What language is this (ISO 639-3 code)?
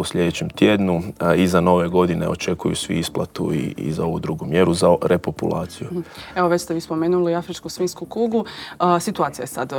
hrv